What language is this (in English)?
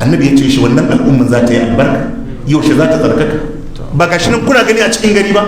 Hausa